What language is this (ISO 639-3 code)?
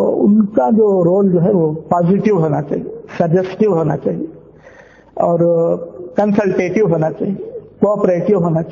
urd